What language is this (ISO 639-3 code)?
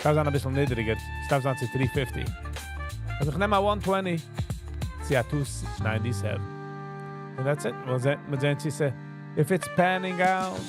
yid